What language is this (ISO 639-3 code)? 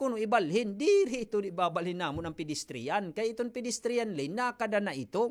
war